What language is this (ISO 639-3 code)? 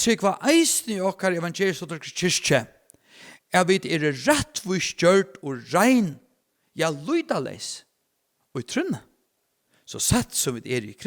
fao